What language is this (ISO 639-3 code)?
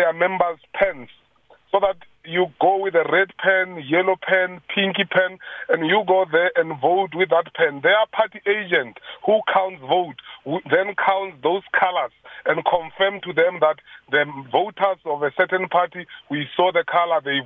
eng